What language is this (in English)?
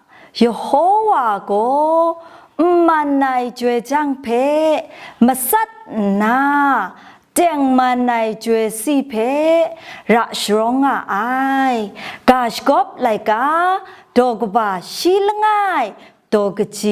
Kachin